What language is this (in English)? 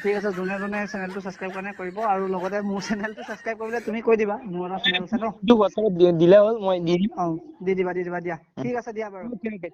Assamese